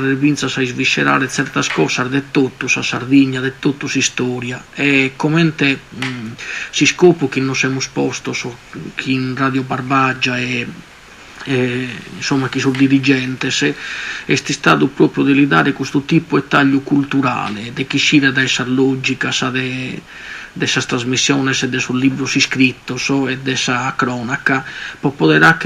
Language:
Sardinian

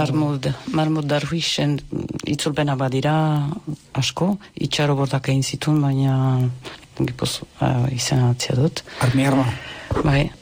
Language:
Basque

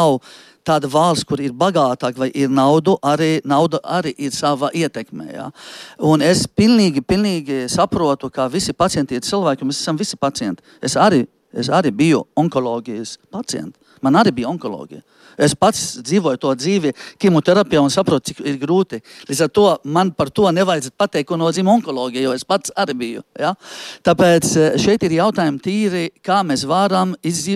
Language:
Latvian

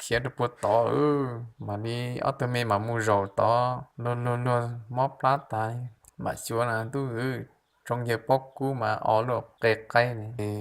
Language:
Hmong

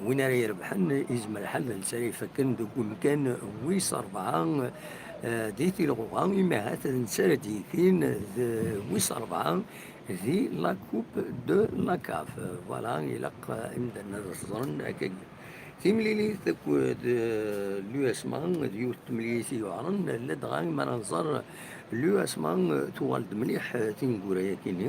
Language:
Kabyle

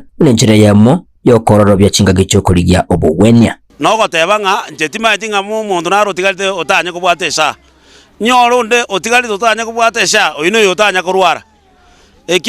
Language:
Gusii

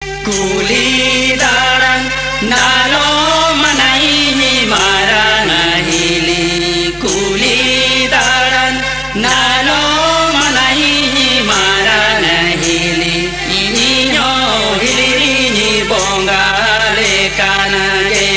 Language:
Santali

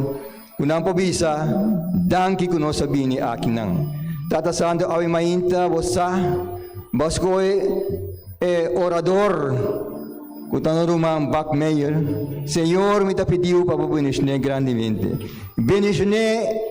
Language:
Papiamento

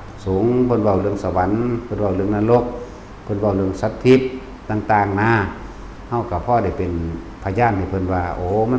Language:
Northeastern Thai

